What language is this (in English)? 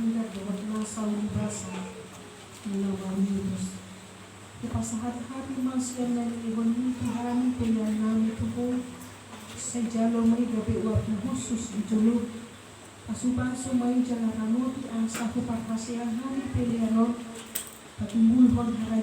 Batak Toba